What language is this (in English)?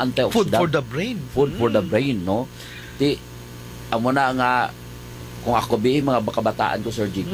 Hiligaynon